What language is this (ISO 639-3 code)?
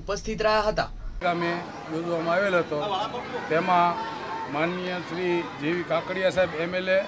guj